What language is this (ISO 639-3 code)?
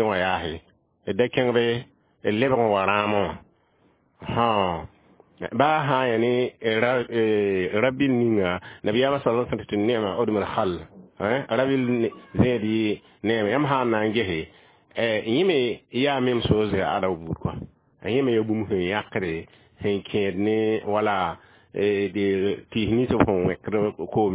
mos